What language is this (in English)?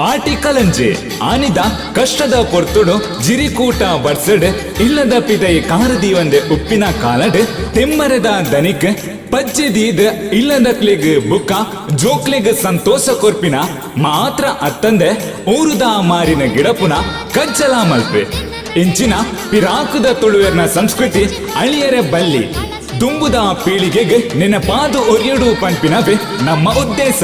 Tulu